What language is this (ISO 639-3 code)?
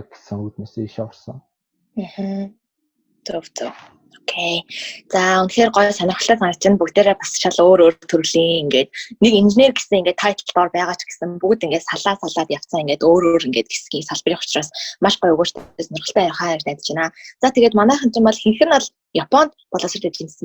mon